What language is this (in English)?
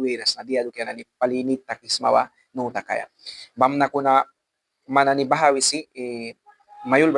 Mískito